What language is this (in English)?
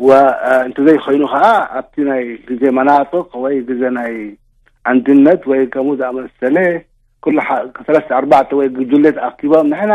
Tigrinya